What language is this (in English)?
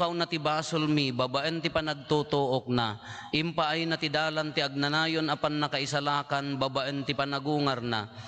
Iloko